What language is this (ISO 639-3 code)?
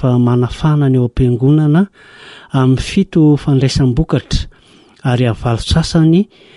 mlg